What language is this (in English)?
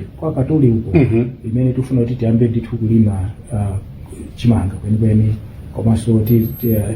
Nyanja